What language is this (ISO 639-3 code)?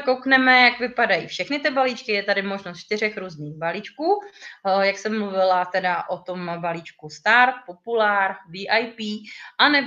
ces